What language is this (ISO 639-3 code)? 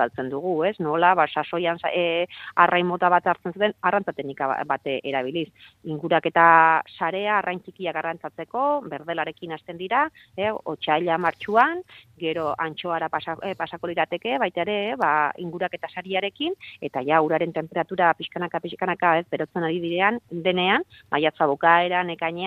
eus